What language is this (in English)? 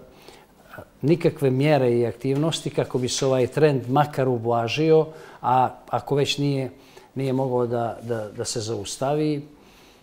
Bosnian